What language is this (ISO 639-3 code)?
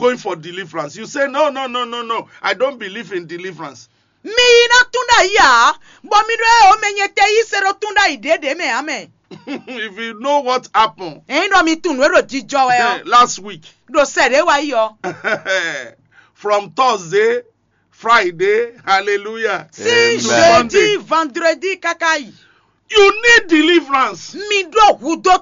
fon